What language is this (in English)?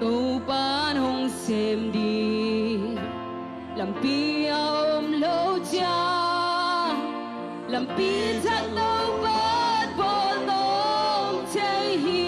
Tedim Chin